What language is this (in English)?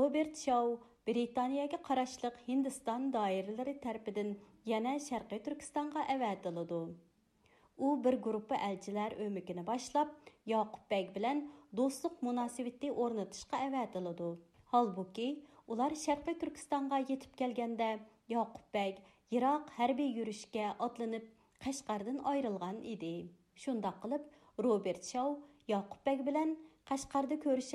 Uyghur